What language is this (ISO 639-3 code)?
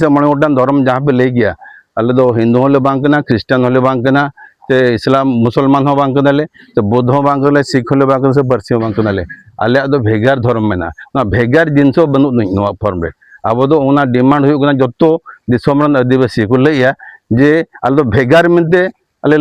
sat